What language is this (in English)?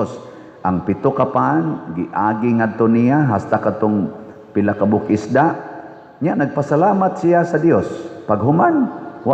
Cebuano